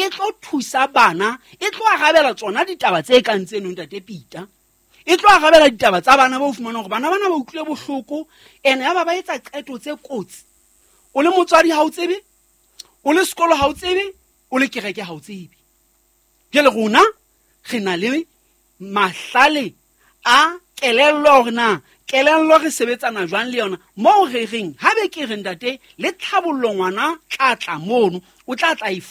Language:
Southern Sotho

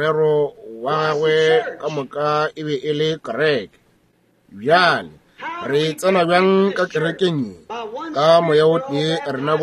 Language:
Northern Sotho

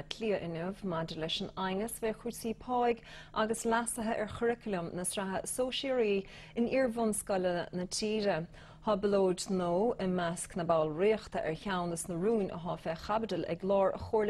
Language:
Irish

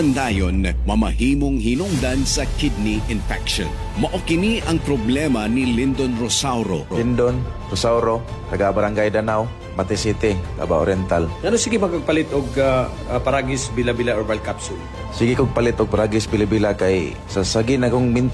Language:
Cebuano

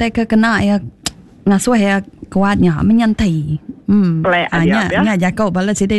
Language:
Iban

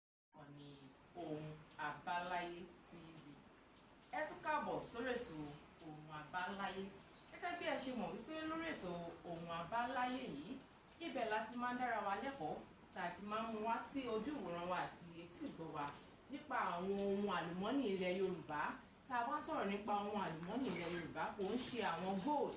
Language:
Yoruba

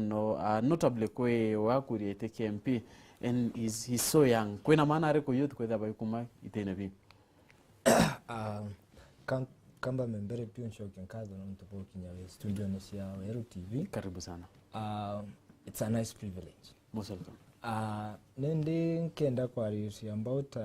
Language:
Meru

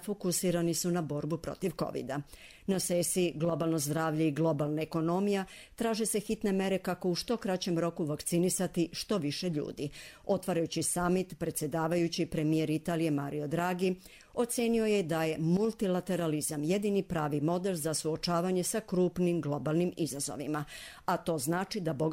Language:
Croatian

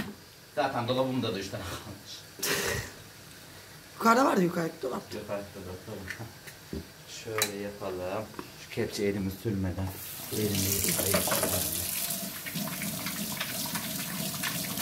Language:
Turkish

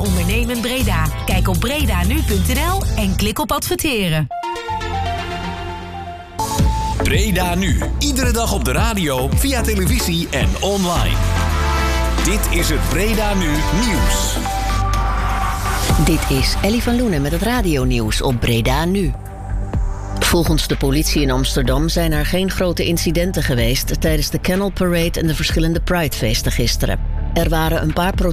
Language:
Dutch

